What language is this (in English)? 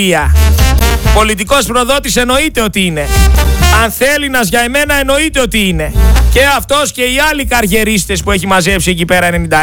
Greek